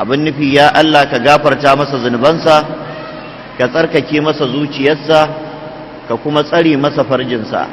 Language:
Hausa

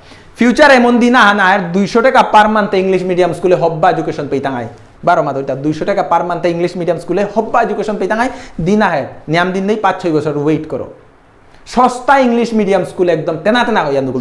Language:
Bishnupriya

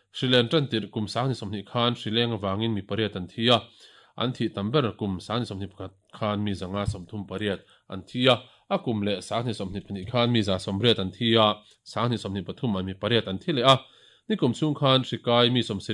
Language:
Mizo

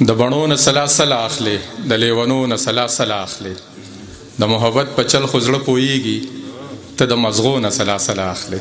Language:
Pashto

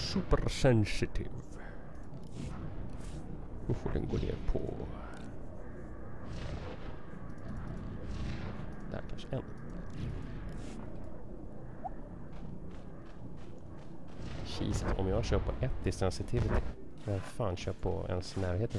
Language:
Swedish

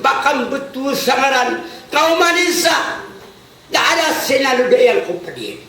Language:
Maranao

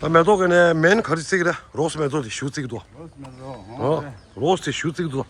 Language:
Tibetan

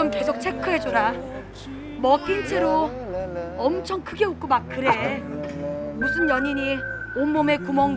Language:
Korean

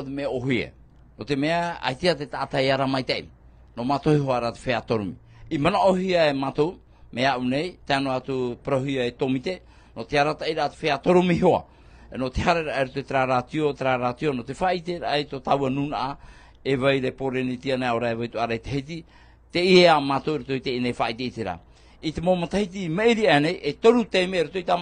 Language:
Tahitian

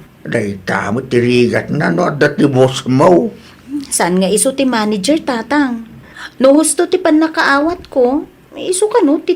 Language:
Iloko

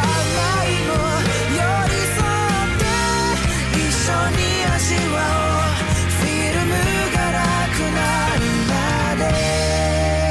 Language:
Japanese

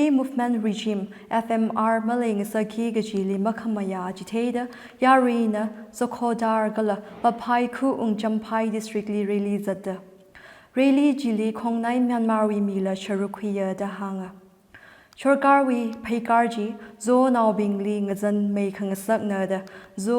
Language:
Tangkhul Naga (India)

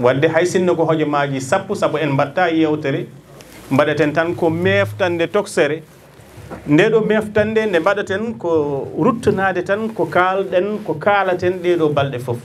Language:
Fula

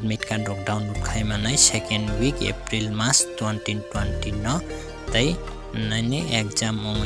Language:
Kok Borok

